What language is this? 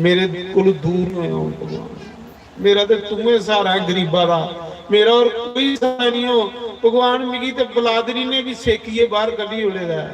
Dogri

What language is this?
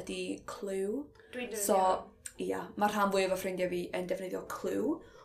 Welsh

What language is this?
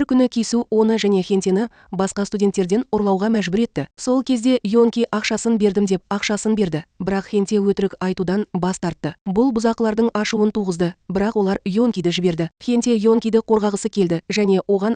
Kazakh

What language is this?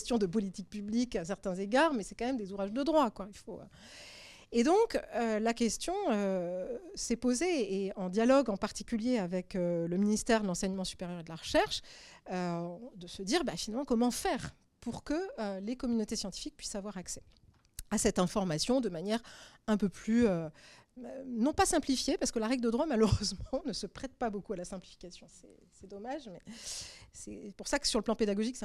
French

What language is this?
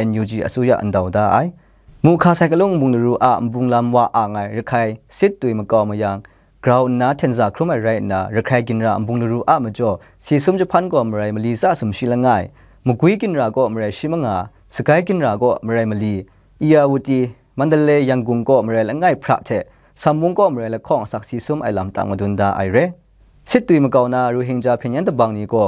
Kachin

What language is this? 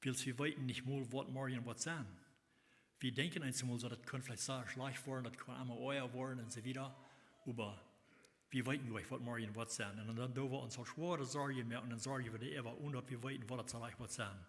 Plautdietsch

